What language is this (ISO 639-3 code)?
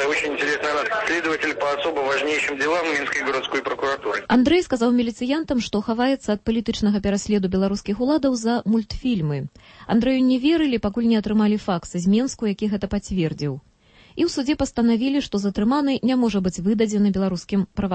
bel